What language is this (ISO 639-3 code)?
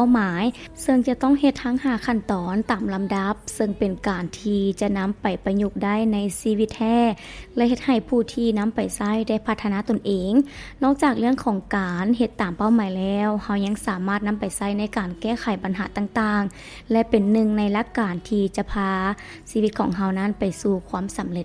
lao